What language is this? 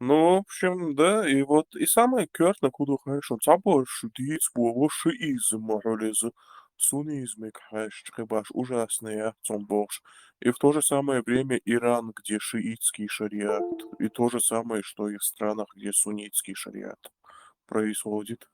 Chechen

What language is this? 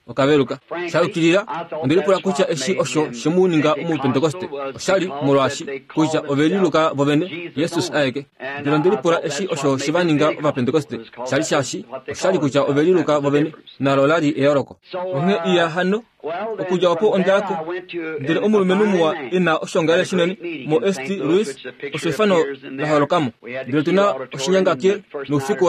Kuanyama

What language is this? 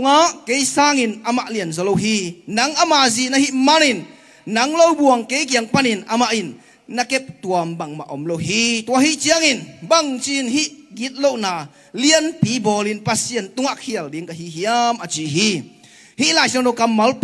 Tedim Chin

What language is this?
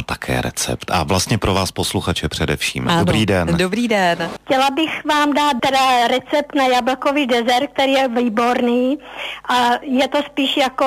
Czech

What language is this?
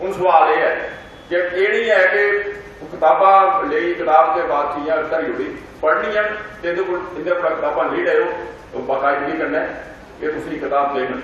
Dogri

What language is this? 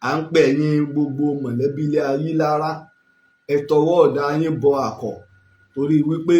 Yoruba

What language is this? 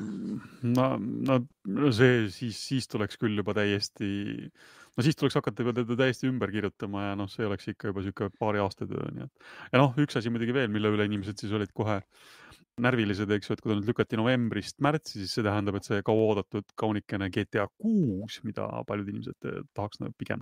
Estonian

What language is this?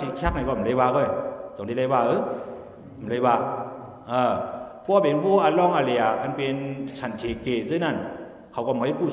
Shan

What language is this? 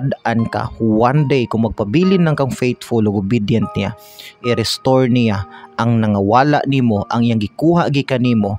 Cebuano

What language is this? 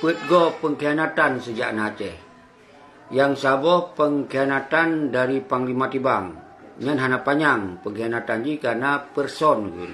Achinese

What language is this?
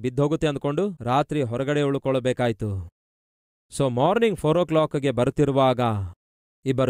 Kannada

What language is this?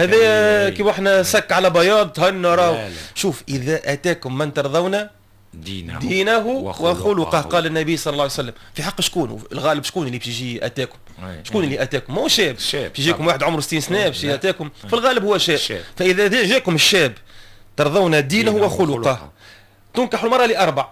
Tunisian Arabic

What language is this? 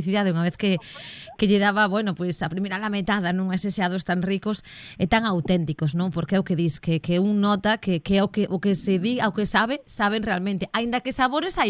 Galician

